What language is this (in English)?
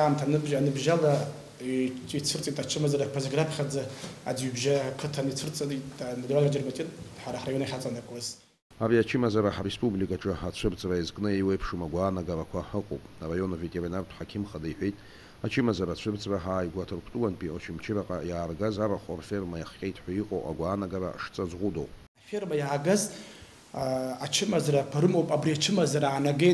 Abkhazian